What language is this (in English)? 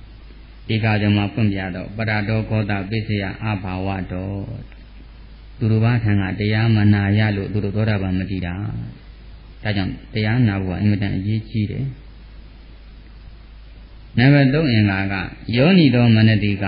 Burmese